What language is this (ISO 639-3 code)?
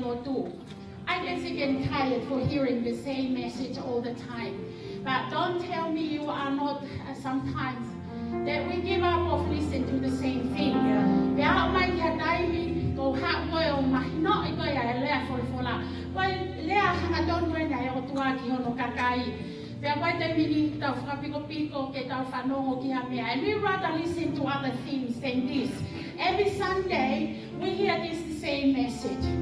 ton